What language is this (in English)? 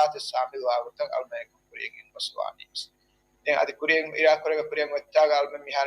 Divehi